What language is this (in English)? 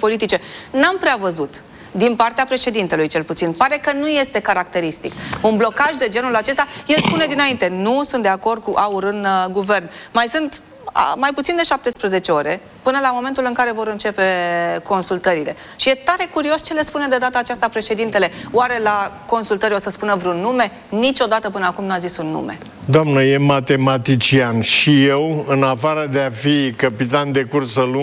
Romanian